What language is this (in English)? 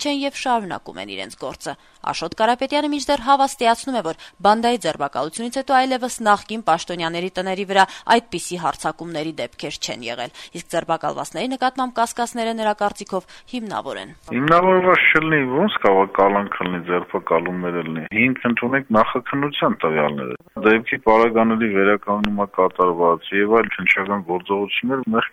Armenian